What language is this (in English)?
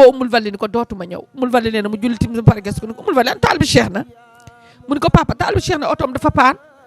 Wolof